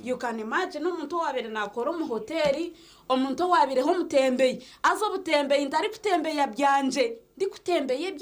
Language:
Nyankole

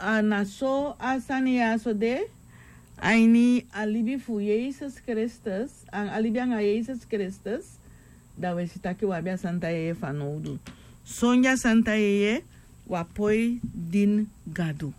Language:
Sranan Tongo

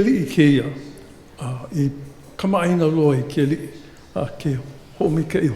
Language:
Hawaiian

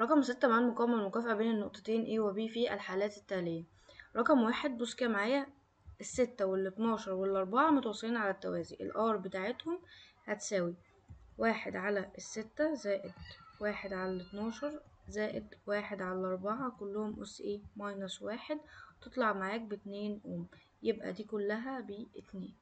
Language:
Egyptian Arabic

